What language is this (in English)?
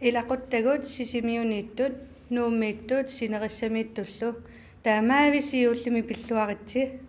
Kalaallisut